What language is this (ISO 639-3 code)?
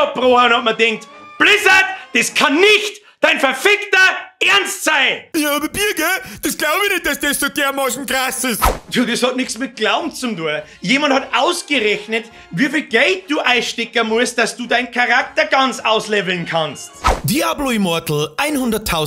bar